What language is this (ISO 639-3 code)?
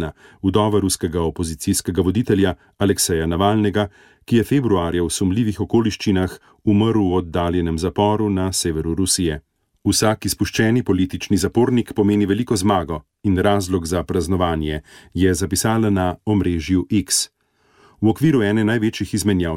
slv